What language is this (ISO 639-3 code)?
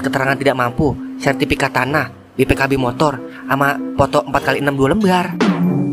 bew